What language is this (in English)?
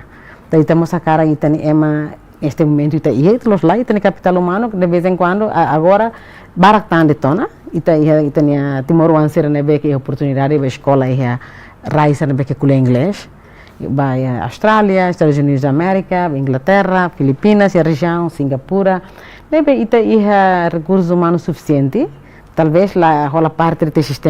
Tetum